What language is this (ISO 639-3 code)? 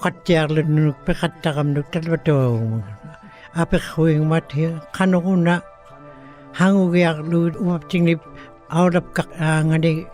ikt